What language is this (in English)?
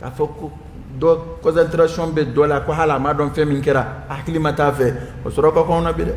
Dyula